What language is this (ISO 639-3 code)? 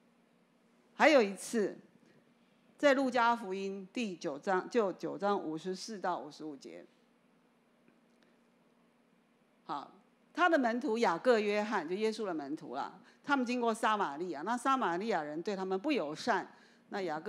zho